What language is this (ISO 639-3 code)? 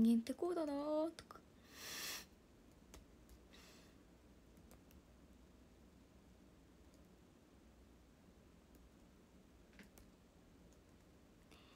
jpn